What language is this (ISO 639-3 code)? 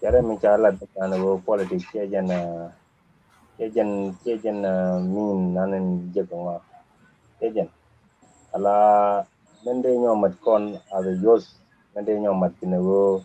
nus